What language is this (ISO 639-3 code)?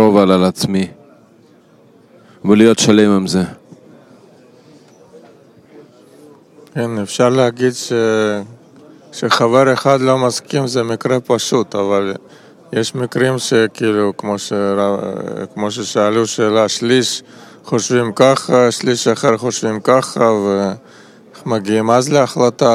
heb